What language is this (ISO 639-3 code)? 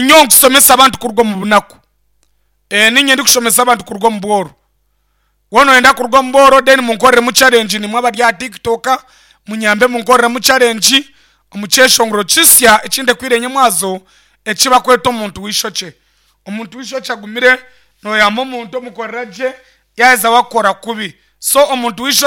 nyn